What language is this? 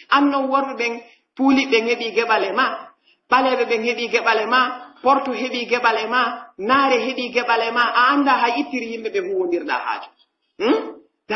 Pular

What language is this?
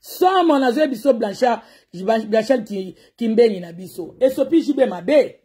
Lingala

